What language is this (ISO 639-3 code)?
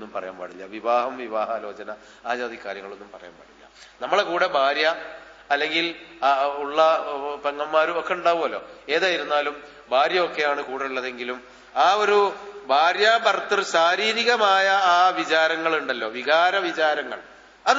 mal